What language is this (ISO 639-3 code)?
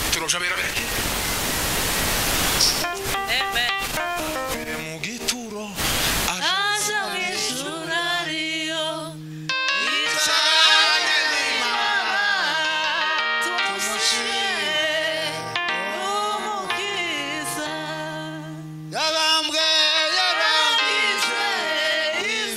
kin